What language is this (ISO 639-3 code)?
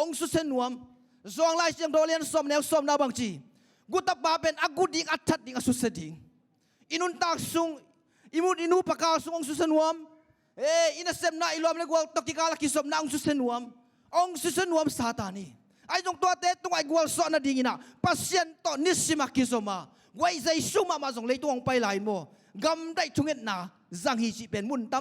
ctd